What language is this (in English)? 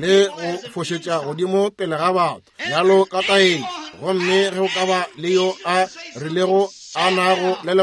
Northern Sotho